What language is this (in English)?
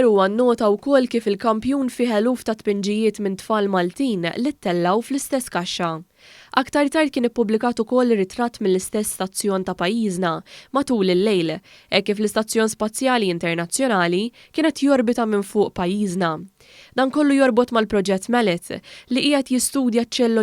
Maltese